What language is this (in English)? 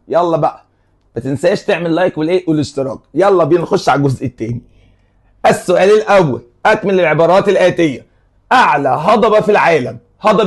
Egyptian Arabic